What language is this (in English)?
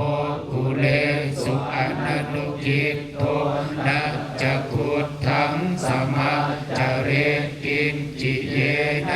Pali